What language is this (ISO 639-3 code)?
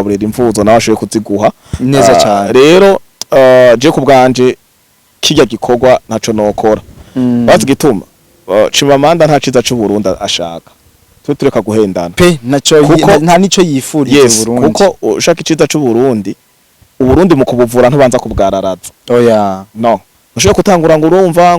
run